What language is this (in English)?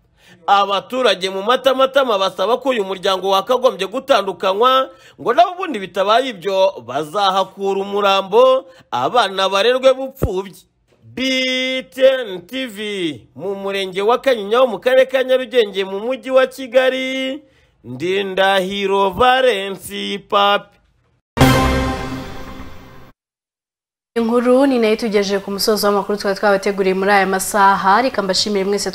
Kinyarwanda